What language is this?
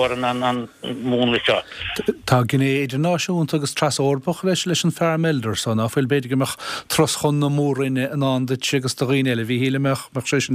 Irish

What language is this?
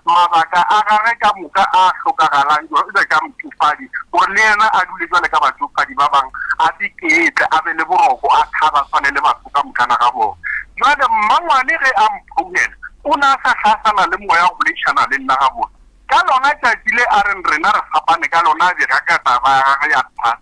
Northern Sotho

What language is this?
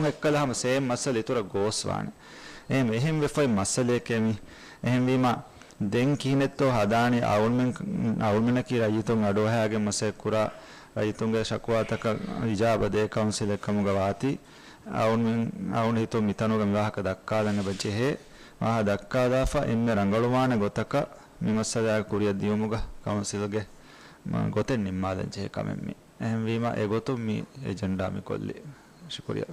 Divehi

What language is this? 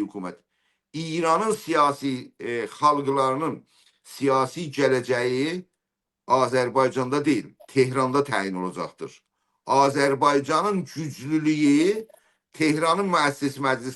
South Azerbaijani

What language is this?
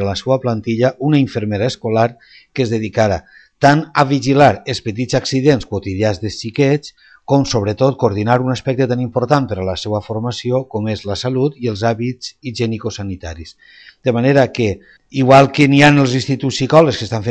Catalan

